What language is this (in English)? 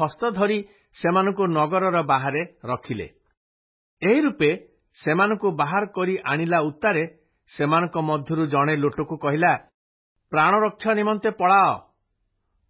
Odia